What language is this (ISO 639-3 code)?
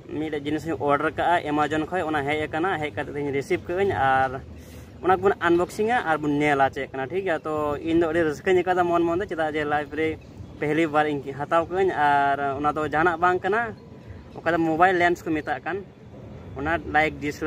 sat